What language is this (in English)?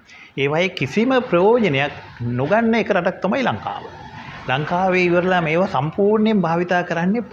Sinhala